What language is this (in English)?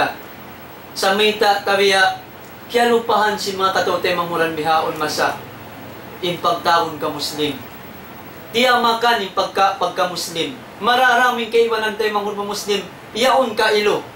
Tausug